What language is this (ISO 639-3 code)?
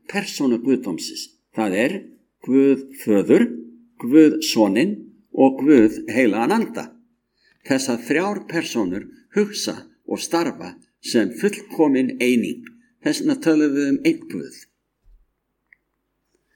isl